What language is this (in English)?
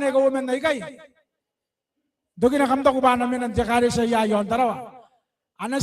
Gilbertese